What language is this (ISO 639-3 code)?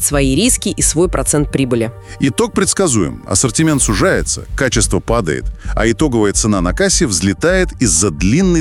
rus